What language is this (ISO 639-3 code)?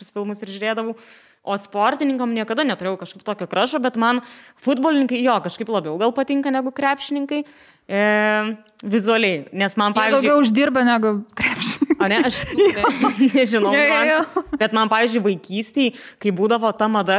lit